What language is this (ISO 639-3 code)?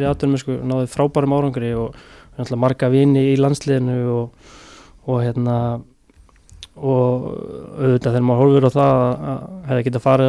isl